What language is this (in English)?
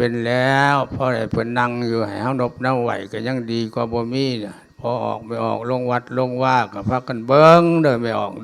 Lao